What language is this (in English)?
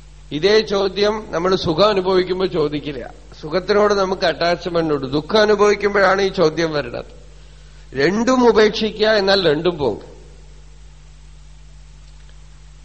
Malayalam